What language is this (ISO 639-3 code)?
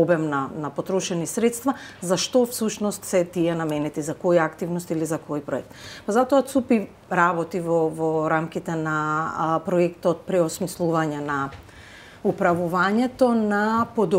mkd